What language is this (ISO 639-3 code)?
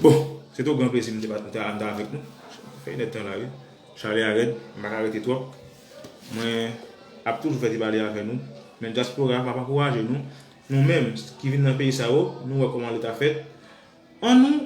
hat